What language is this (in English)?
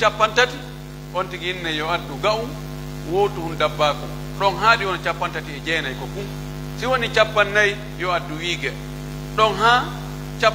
Pular